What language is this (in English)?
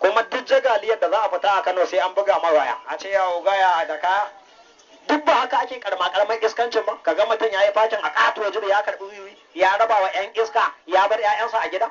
Hausa